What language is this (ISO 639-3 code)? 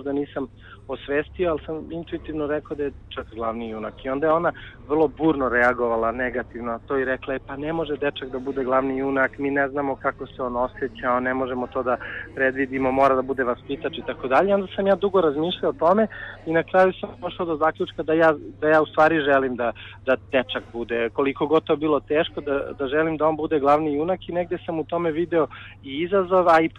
srp